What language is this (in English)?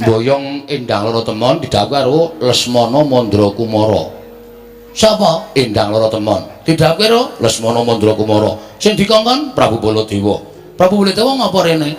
Javanese